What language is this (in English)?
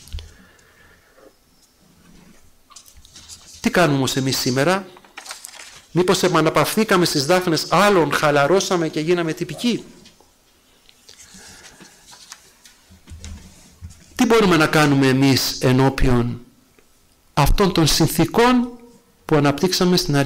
Greek